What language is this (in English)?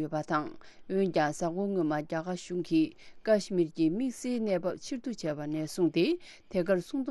Tibetan